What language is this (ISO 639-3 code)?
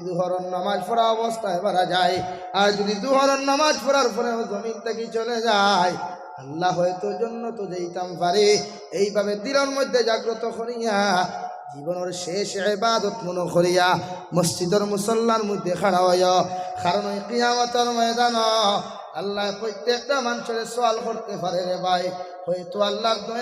syl